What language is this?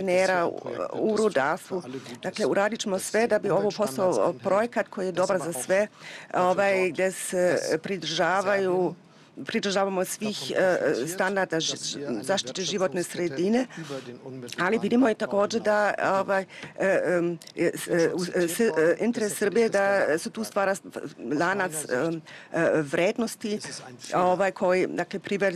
Serbian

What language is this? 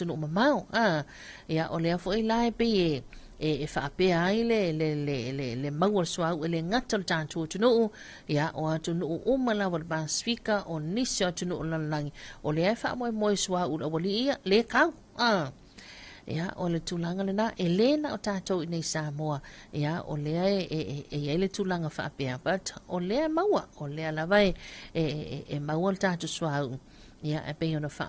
Samoan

